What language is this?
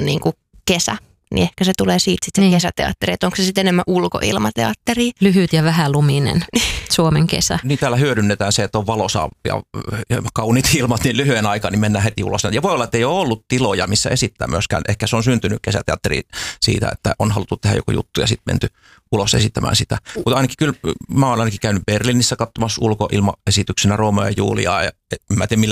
Finnish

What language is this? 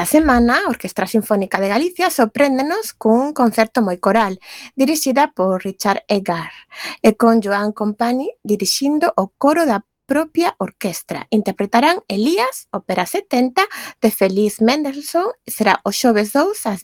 Galician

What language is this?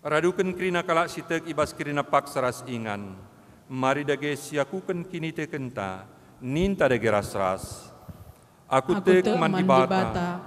Batak Karo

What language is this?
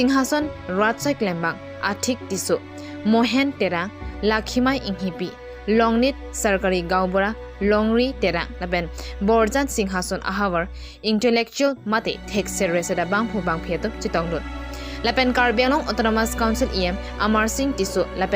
Karbi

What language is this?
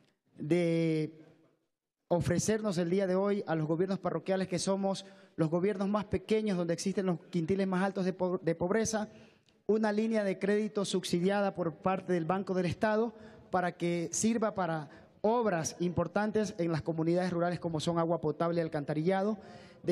Spanish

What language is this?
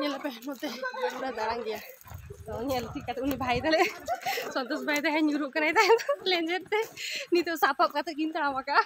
Santali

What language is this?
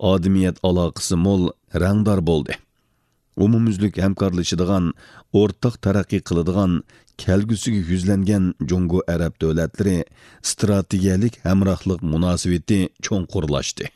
Uyghur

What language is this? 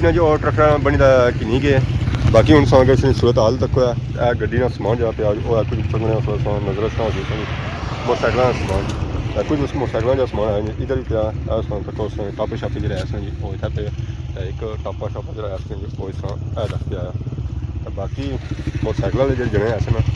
Pahari-Potwari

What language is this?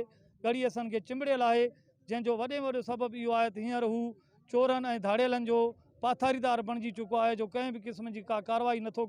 Sindhi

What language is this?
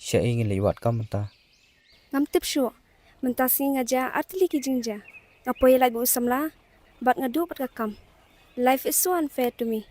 Khasi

